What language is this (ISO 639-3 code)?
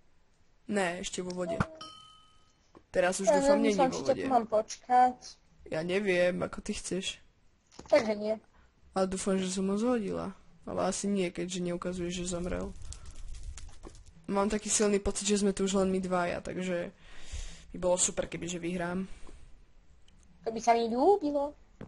slk